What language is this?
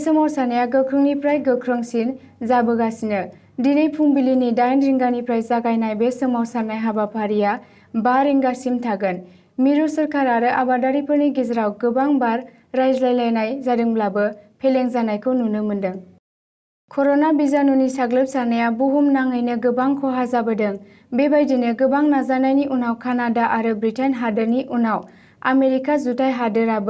Bodo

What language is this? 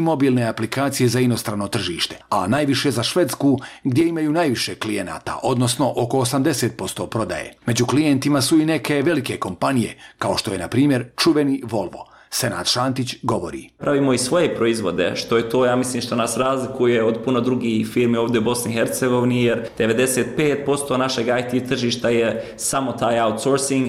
Bosnian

